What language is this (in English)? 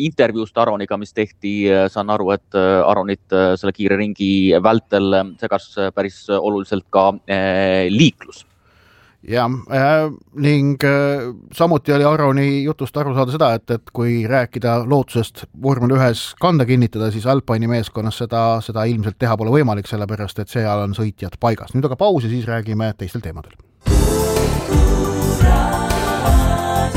Estonian